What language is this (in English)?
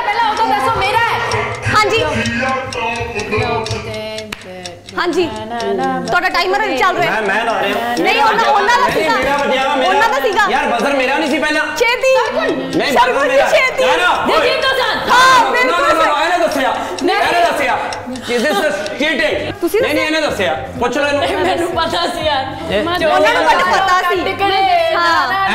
Punjabi